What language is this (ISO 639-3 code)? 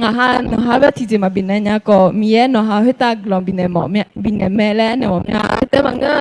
ahk